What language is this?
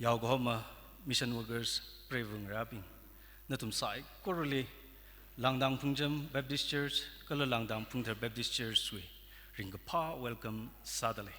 Tangkhul Naga (India)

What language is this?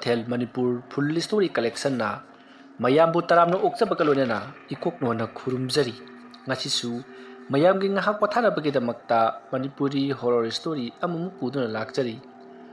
Manipuri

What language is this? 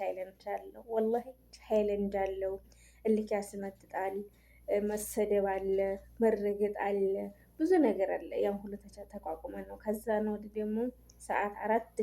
Amharic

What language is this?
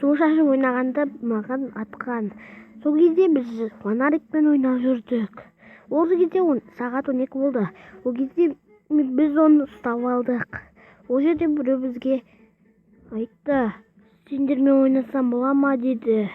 Kazakh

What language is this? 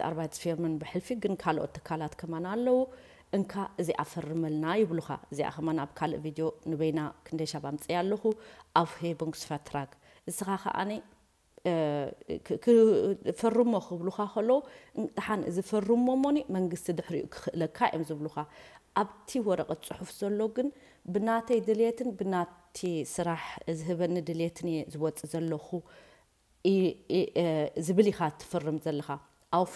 Tigrinya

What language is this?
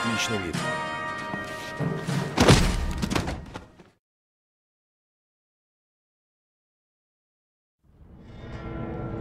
Russian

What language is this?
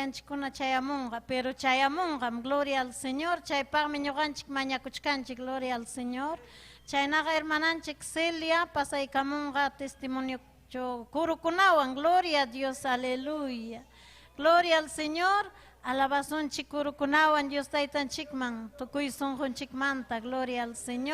Ayacucho Quechua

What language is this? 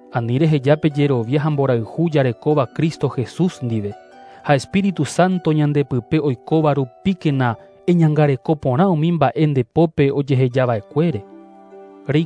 Guarani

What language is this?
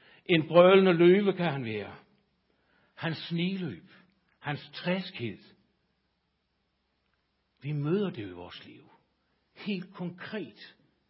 Danish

